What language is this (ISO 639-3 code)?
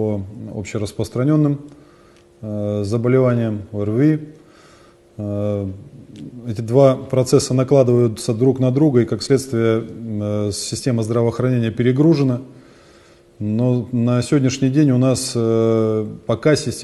rus